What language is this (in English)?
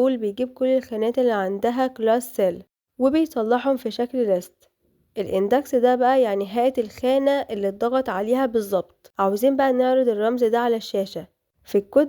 Egyptian Arabic